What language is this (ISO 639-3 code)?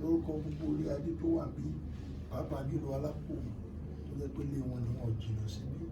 yor